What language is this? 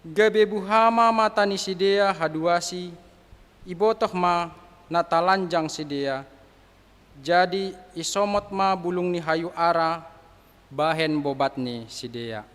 Batak Simalungun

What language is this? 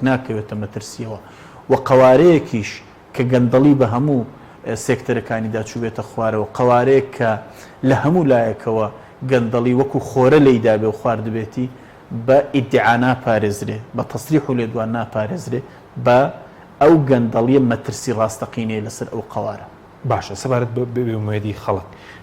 Central Kurdish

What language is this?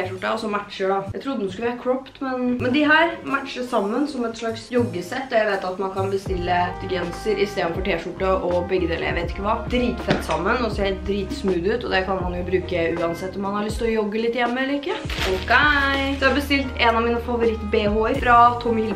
Norwegian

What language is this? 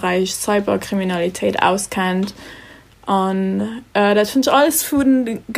Luxembourgish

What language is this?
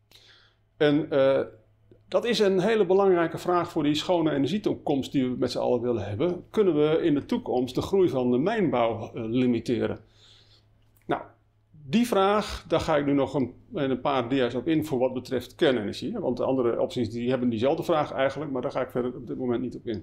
Dutch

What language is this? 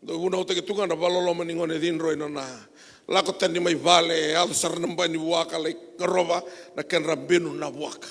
Fijian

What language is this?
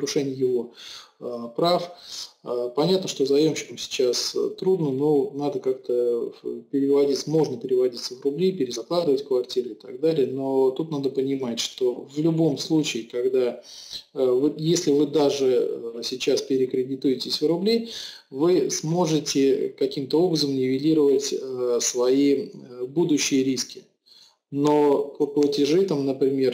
Russian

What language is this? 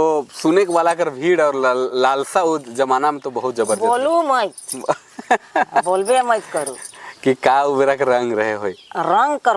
Sadri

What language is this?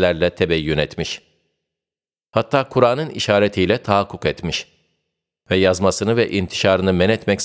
Turkish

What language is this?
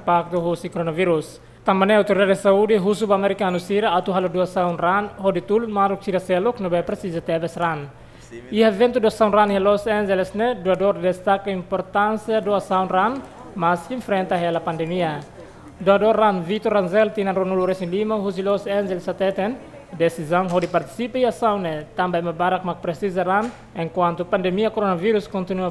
Tetum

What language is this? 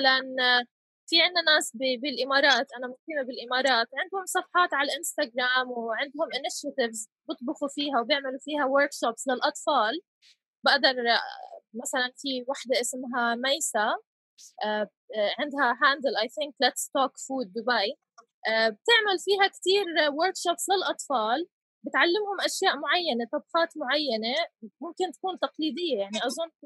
North Levantine Arabic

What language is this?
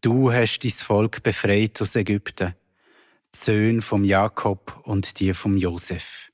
Swiss German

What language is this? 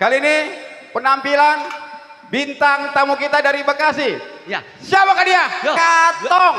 Betawi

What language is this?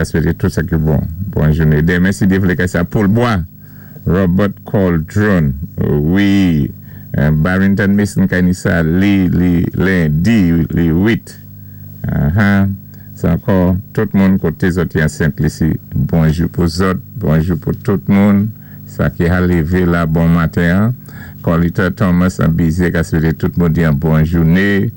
Saint Lucian Creole French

